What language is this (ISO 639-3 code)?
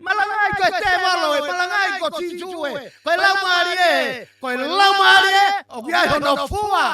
ton